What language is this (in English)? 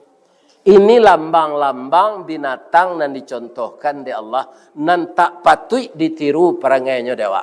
Minangkabau